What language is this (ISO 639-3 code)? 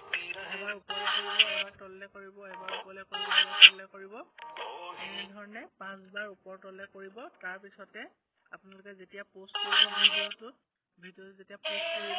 asm